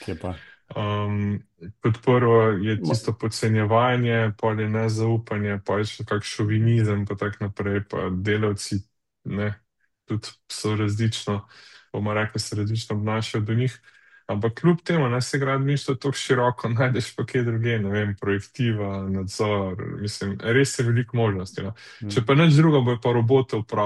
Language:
Slovenian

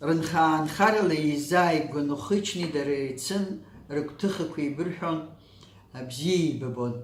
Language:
Abkhazian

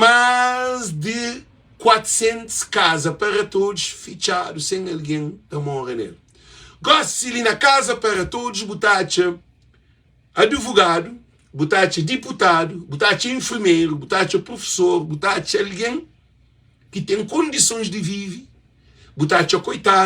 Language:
Kabuverdianu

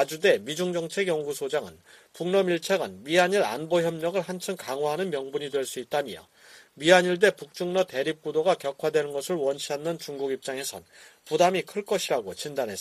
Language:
Korean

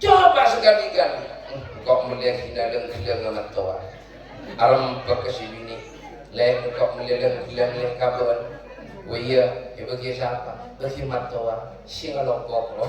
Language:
Madurese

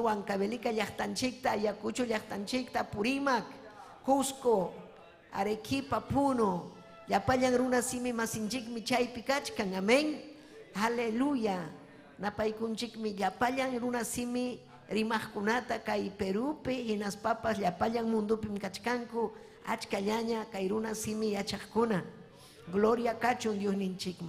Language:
Ayacucho Quechua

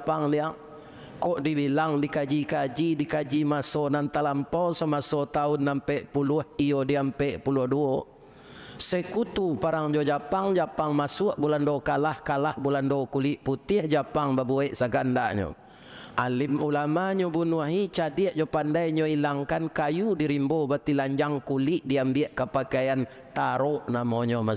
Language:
Minangkabau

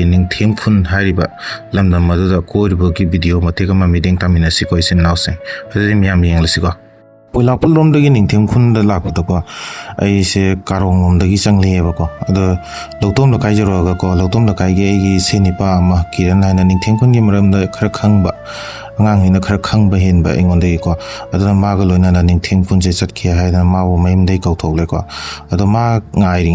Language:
Manipuri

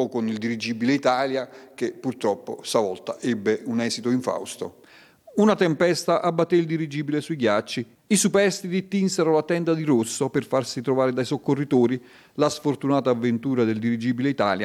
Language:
Italian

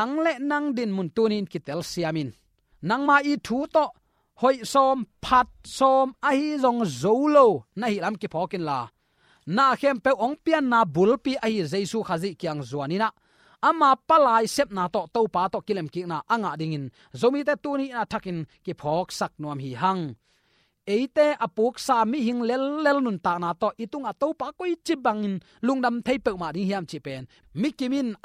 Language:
Tedim Chin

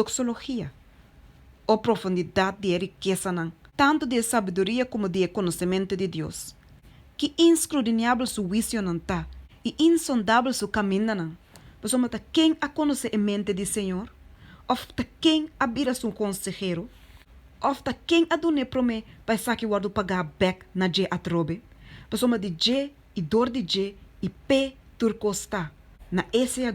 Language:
Papiamento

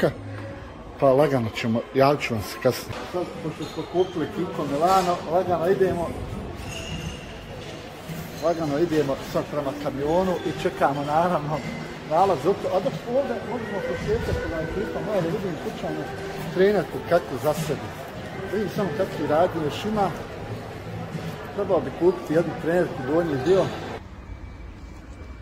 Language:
Croatian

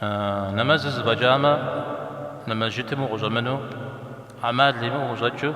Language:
Kabardian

